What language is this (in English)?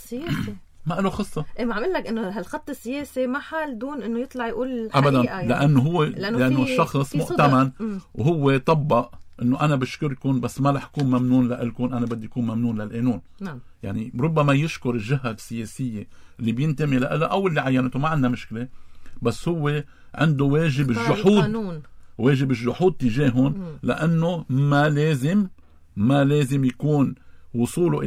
North Levantine Arabic